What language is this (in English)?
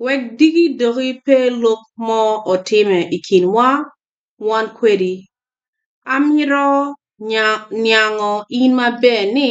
Acoli